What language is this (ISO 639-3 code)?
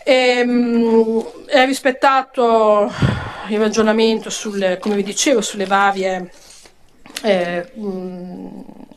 ita